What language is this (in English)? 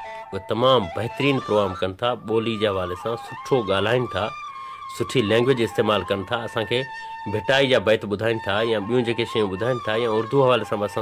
Sindhi